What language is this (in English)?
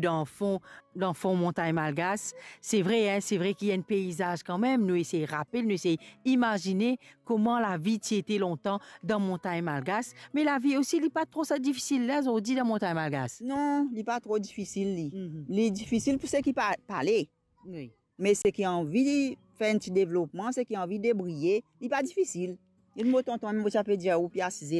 Morisyen